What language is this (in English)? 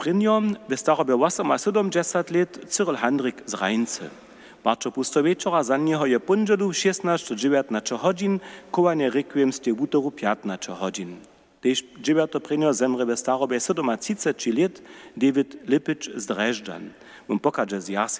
Upper Sorbian